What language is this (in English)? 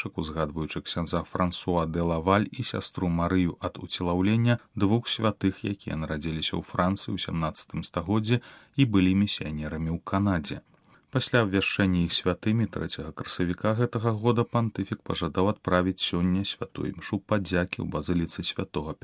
Belarusian